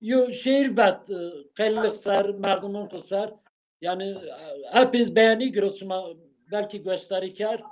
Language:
Zaza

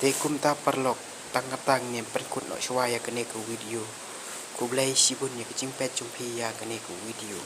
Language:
Khasi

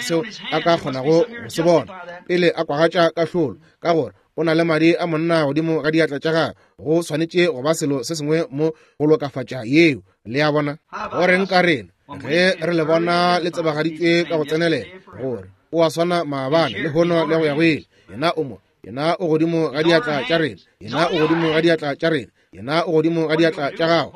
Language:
Northern Sotho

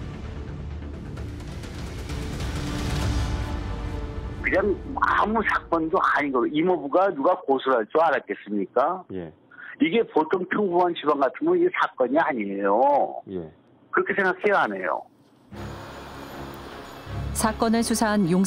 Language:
Korean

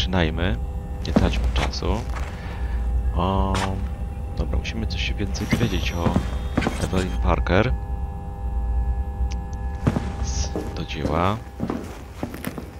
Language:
Polish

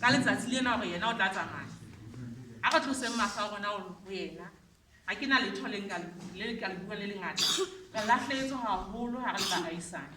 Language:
Southern Sotho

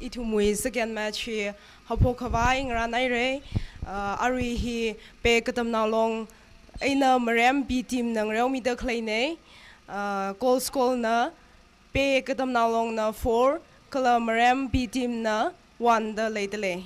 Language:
Tangkhul Naga (India)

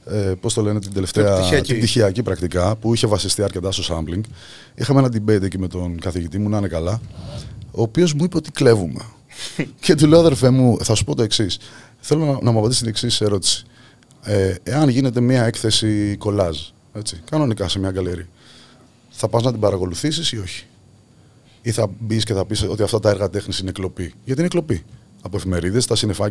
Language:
Greek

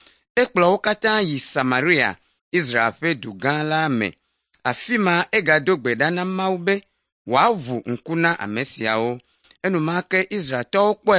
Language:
Ewe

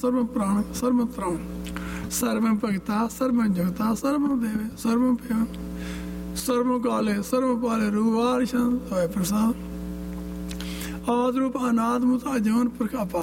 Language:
Punjabi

